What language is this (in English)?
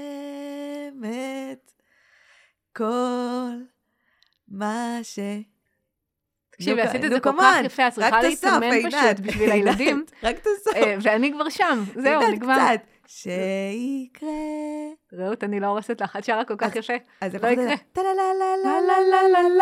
Hebrew